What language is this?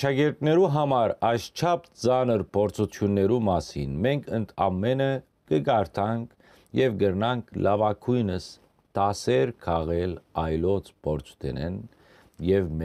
Western Armenian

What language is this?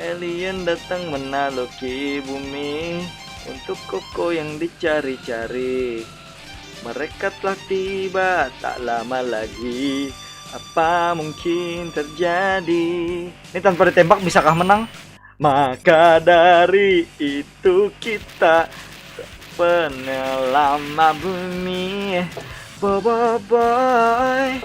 Banjar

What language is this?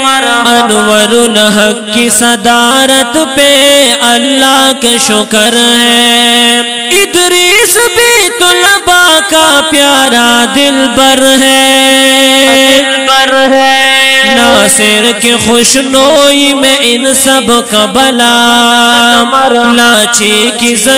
Urdu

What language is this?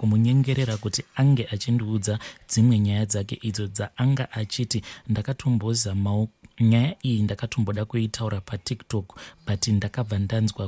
Shona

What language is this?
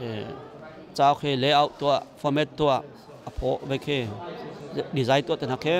Hakha Chin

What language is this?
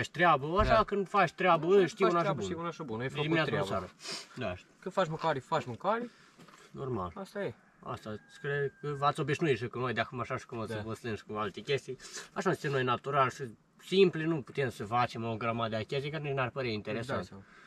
Romanian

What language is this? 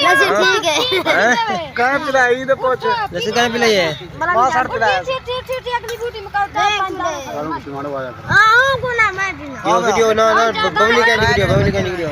Saraiki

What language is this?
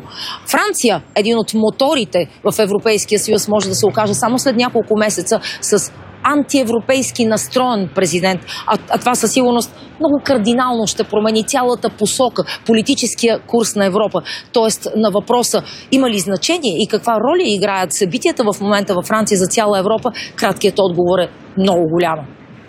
Bulgarian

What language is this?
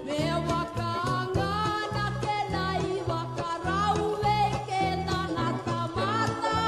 Fijian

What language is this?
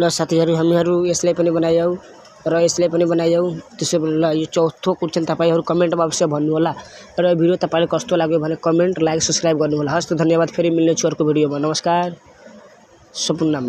Nepali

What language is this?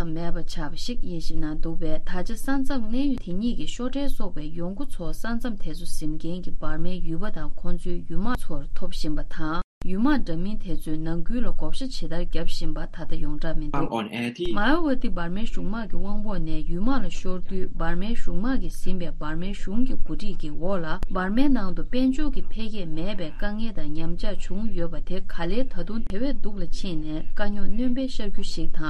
Tibetan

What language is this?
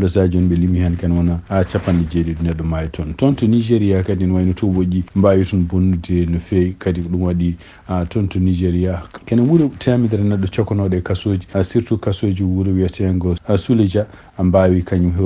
Fula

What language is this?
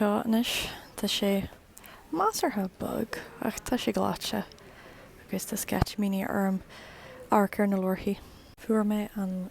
Irish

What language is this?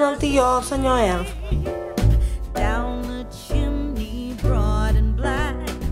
Catalan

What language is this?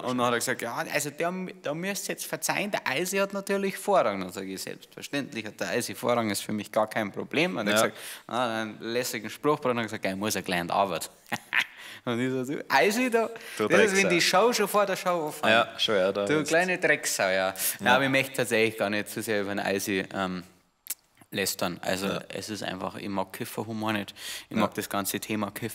Bavarian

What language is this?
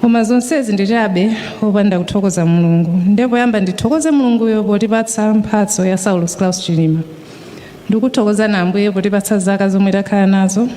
Nyanja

